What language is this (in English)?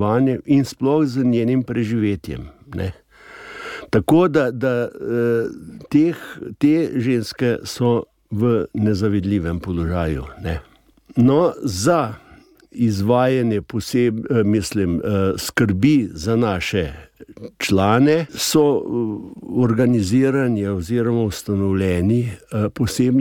Slovenian